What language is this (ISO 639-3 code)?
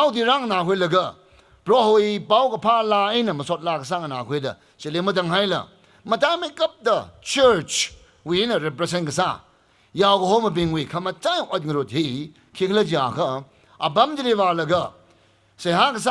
nmf